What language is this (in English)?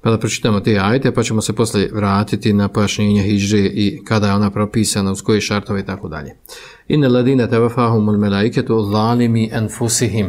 Bosnian